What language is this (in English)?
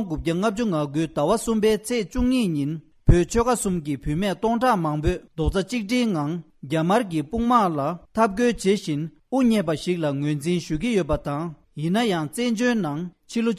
Tibetan